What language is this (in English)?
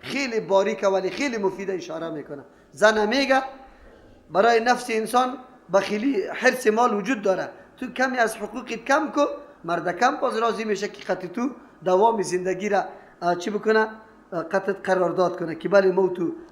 Persian